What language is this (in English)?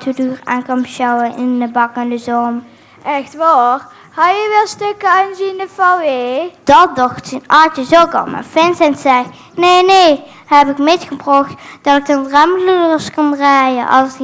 Limburgish